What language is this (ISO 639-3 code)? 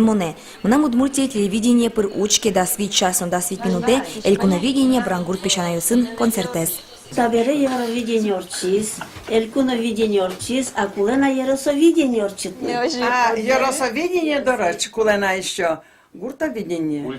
udm